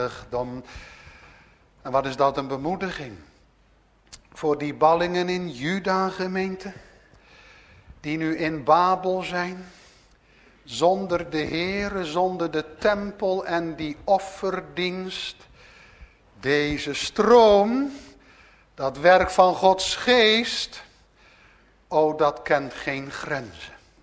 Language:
Dutch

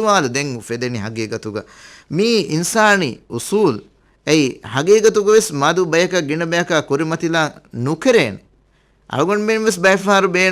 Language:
Divehi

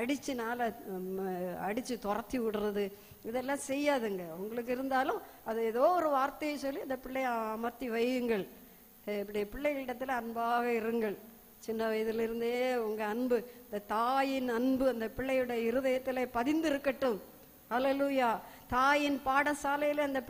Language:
Tamil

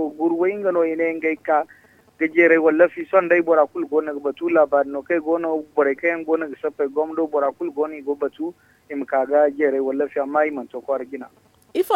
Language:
Zarma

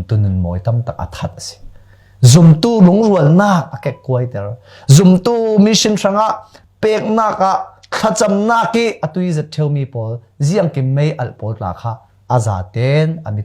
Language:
Falam Chin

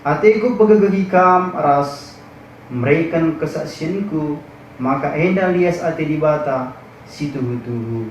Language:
Batak Karo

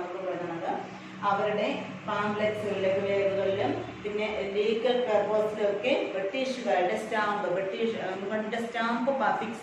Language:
Malayalam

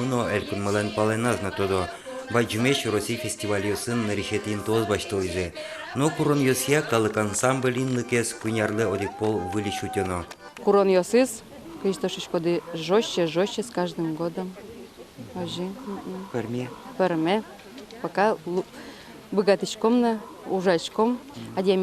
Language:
Udmurt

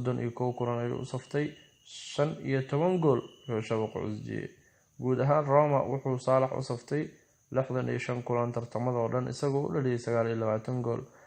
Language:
Somali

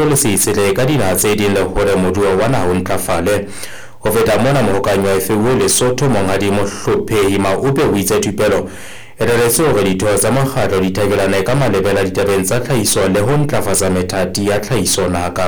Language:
Southern Sotho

